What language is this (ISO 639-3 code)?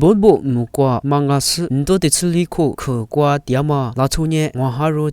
lis